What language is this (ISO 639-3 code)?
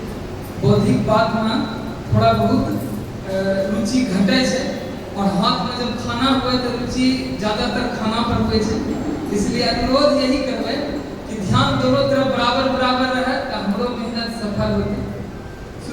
anp